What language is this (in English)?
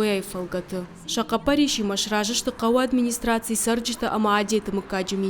Ossetic